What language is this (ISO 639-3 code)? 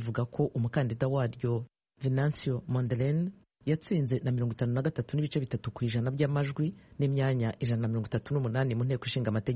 kin